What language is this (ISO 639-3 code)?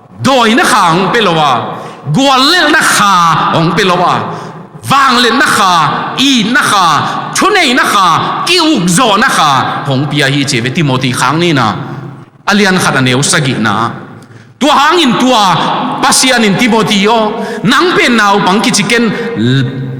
ctd